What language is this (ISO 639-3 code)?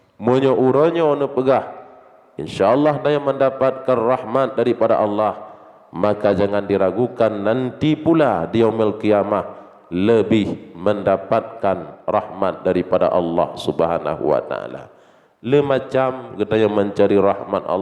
ace